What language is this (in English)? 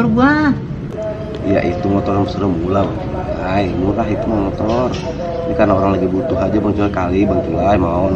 Betawi